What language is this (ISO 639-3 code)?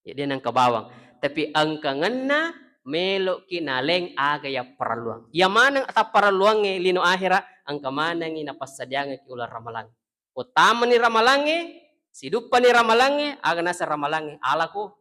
bug